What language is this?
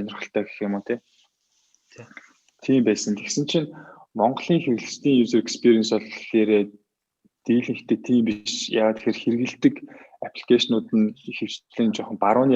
Mongolian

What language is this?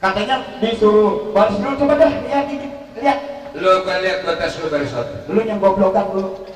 Betawi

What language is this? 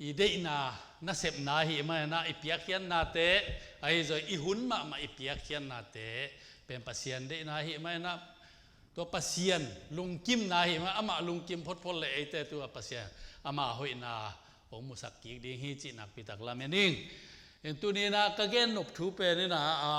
Tedim Chin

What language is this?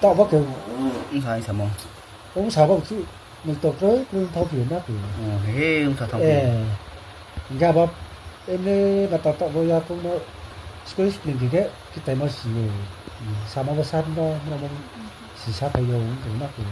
Riang (India)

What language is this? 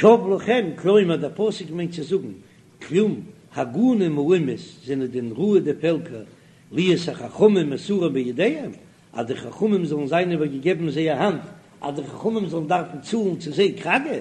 Yiddish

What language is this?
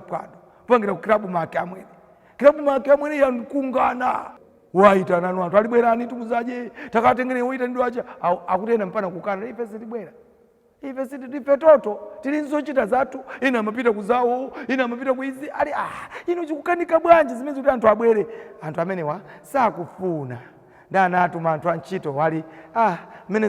Nyanja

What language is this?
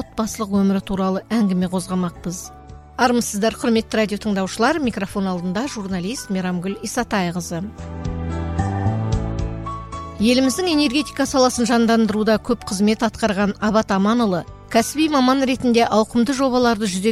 Kazakh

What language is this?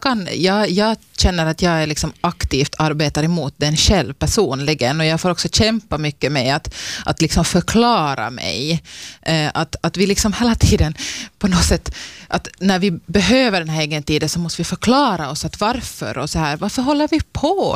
Swedish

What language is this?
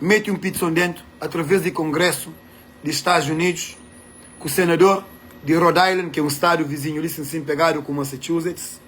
Kabuverdianu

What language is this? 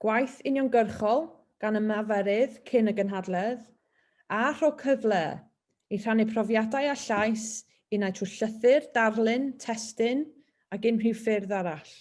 Welsh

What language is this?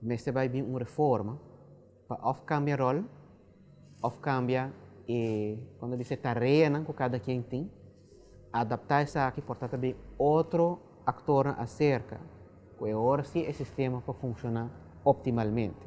Papiamento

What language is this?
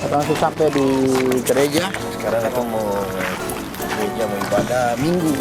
Ambonese Malay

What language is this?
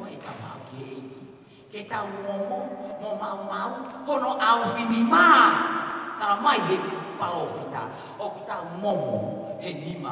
Tongan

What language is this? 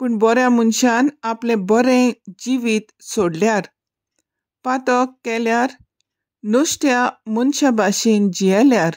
Konkani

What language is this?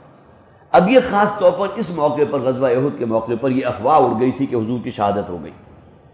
Urdu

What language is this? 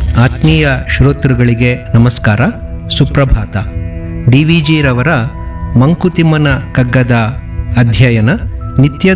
Kannada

